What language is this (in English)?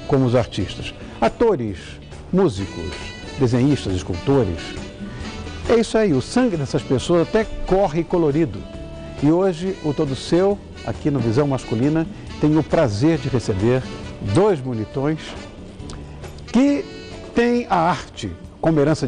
Portuguese